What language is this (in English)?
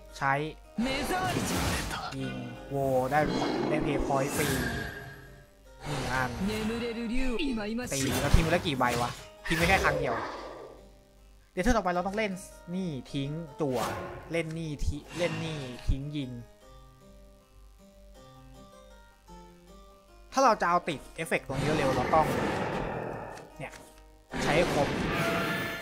Thai